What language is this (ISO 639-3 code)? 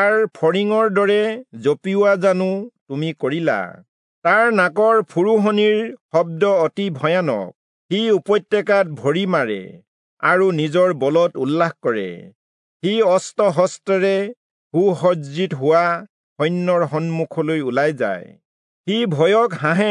asm